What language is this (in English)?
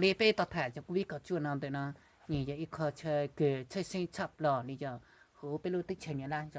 Hmong